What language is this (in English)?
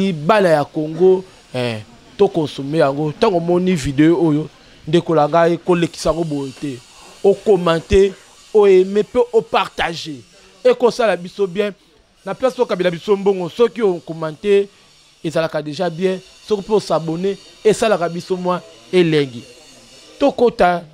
Lingala